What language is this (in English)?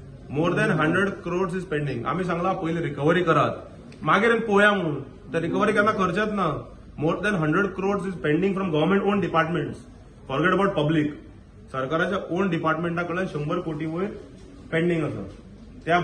Konkani